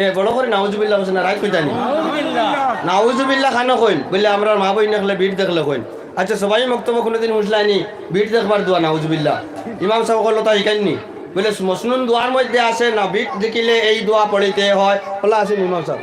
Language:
Sylheti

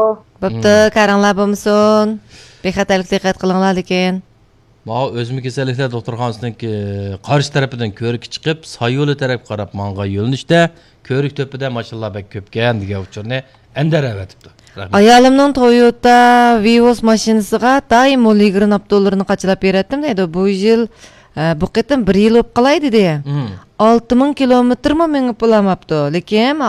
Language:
Uyghur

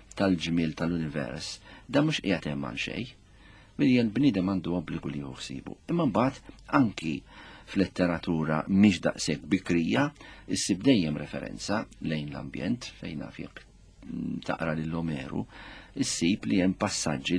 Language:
Maltese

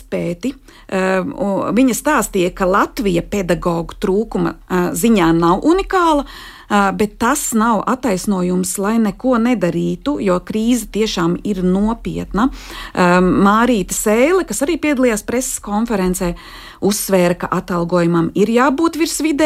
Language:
Latvian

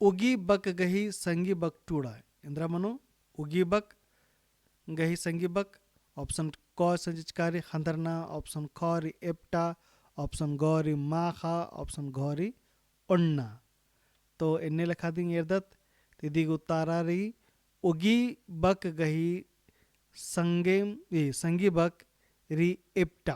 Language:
Kurukh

